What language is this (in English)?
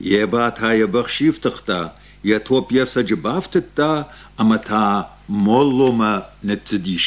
Ossetic